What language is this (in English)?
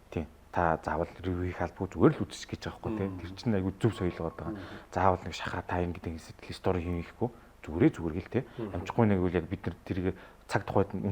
Mongolian